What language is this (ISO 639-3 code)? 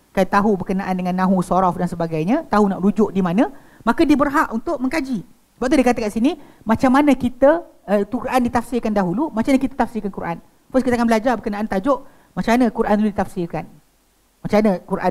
msa